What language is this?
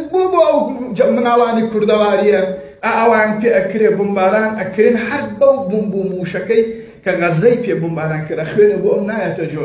Kurdish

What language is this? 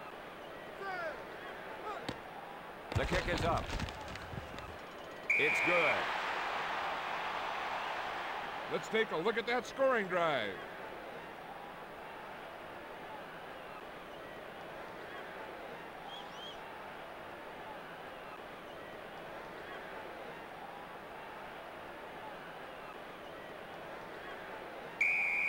English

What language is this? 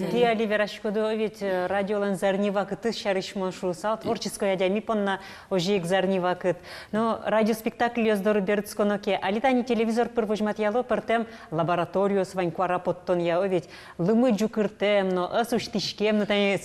Udmurt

